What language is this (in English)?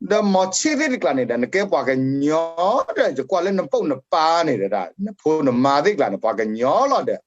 S'gaw Karen